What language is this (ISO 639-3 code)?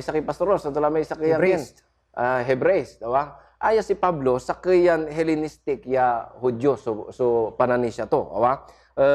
pag